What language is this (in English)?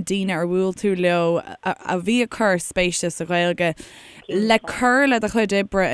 Irish